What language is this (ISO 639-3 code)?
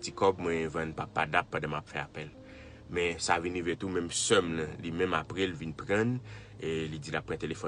hat